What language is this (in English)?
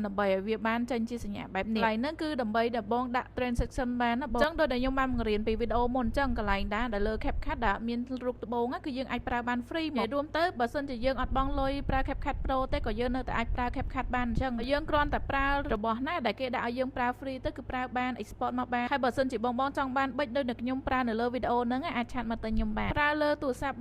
Khmer